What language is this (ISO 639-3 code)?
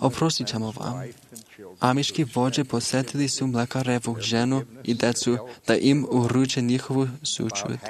srp